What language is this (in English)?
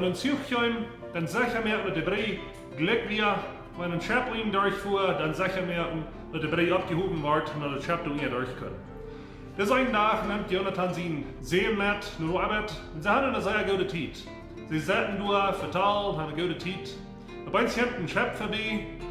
Plautdietsch